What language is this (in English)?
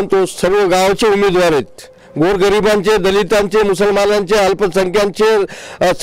Marathi